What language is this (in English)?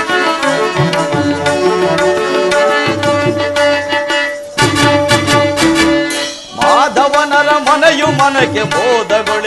Kannada